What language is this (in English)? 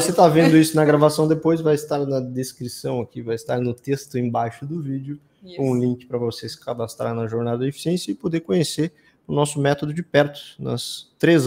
Portuguese